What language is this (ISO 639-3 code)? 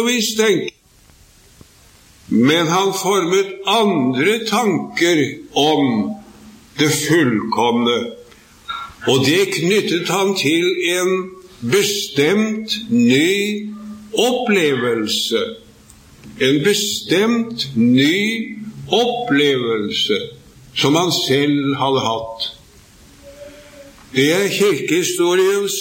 nor